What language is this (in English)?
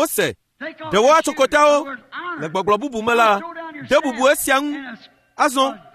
Ewe